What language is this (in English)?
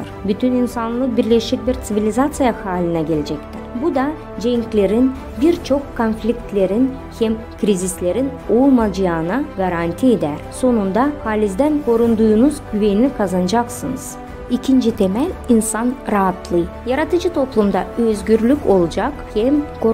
Gagauz